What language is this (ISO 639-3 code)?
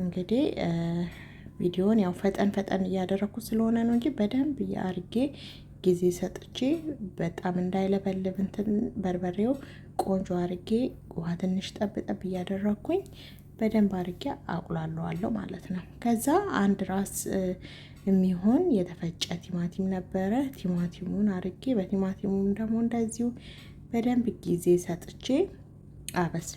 amh